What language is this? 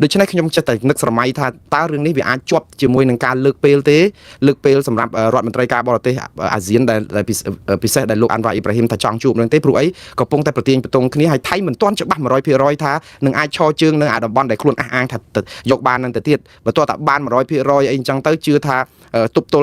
Khmer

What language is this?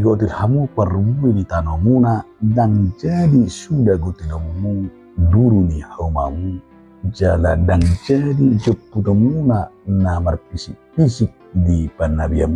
Batak Toba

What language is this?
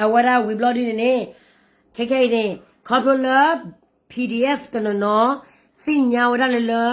S'gaw Karen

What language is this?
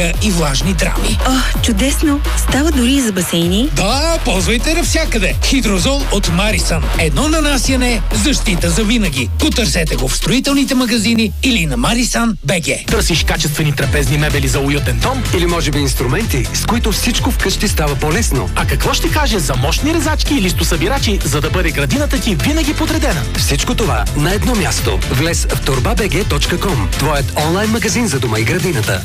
Bulgarian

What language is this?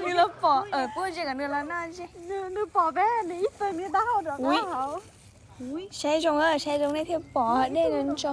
Hmong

